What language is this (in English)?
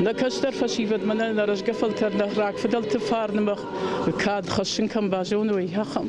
Ossetic